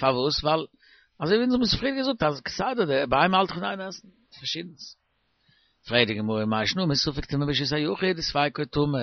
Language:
Yiddish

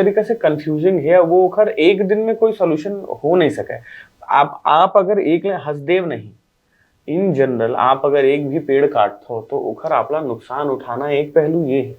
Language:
Chhattisgarhi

